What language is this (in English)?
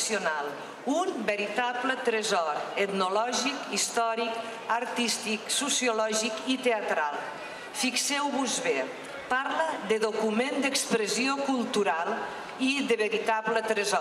Catalan